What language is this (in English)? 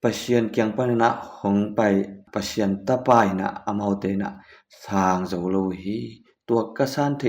Tedim Chin